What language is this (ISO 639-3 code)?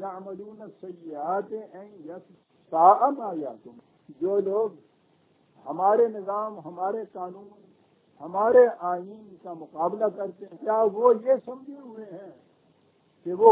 urd